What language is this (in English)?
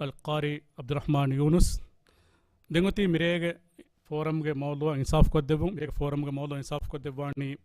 Divehi